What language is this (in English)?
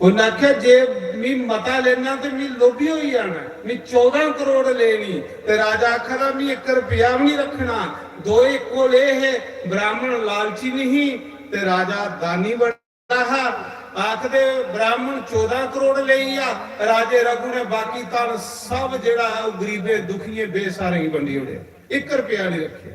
Dogri